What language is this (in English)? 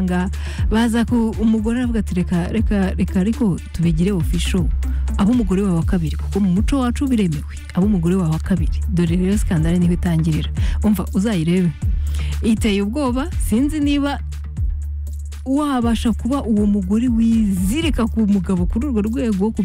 Kinyarwanda